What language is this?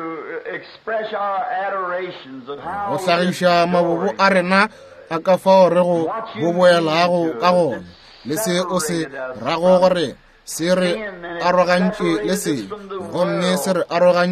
Northern Sotho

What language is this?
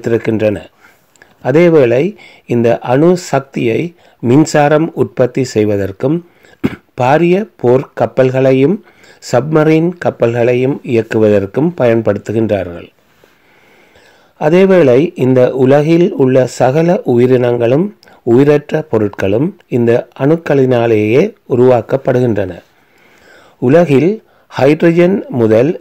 Tamil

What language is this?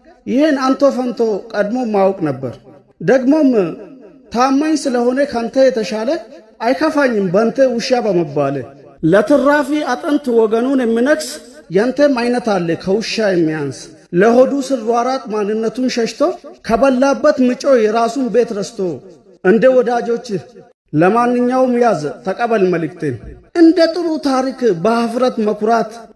Amharic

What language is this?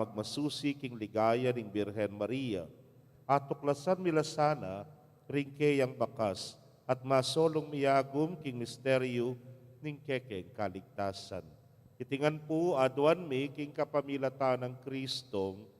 Pampanga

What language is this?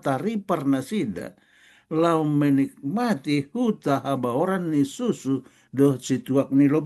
Batak Toba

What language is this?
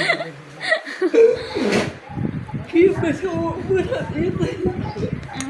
Lao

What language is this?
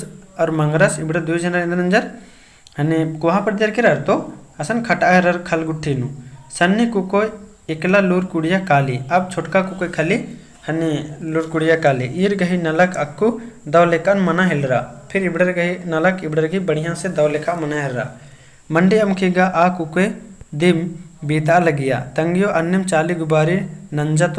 Kurukh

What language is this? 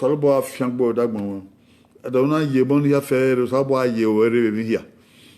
Bini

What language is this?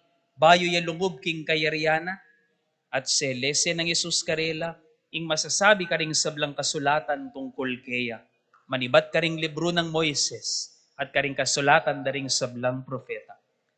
Pampanga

